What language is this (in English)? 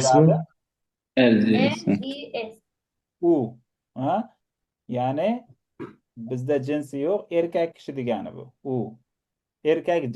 Uzbek